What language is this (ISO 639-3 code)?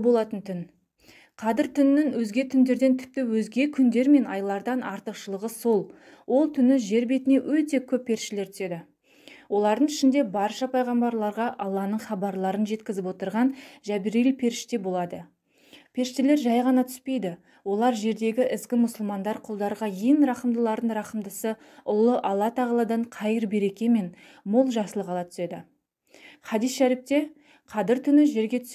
kaz